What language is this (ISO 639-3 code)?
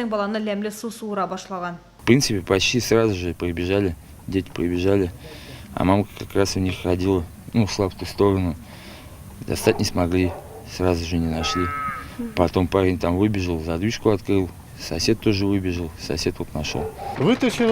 tat